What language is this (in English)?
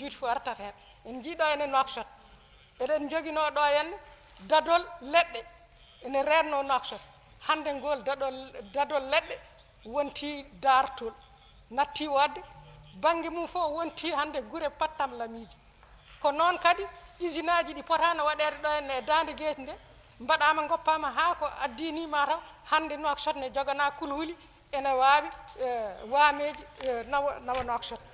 Fula